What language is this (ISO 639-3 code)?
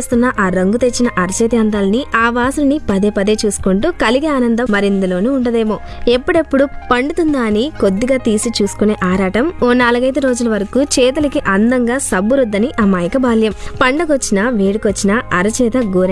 tel